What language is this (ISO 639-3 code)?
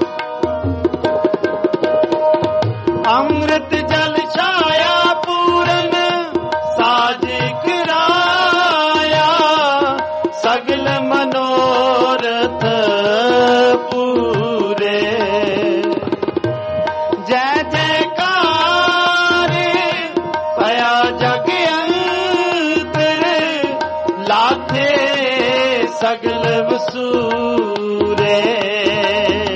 pan